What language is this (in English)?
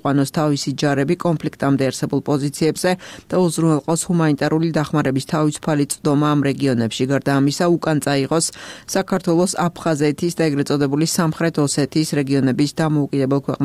Georgian